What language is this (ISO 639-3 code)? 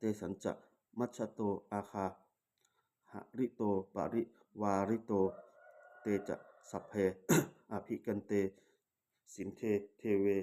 pli